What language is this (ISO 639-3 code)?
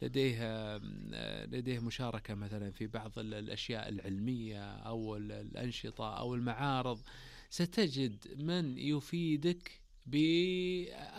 ars